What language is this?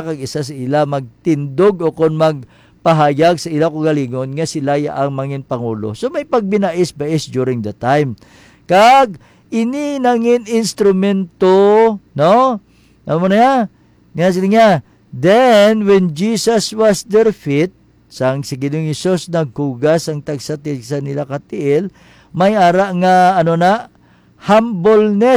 Hiligaynon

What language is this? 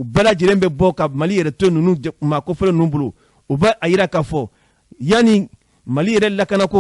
Bambara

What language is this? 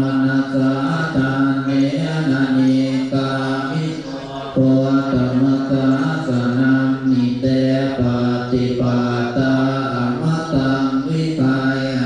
Pali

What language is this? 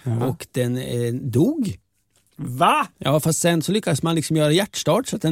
Swedish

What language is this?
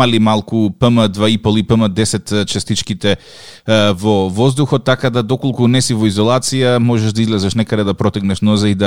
Macedonian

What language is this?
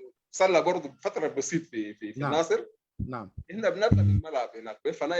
Sudanese Arabic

